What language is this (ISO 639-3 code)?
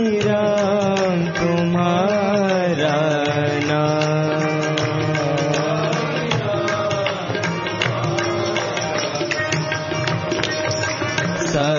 hin